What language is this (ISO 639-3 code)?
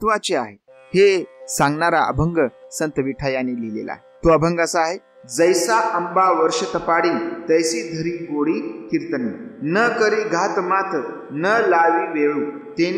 mar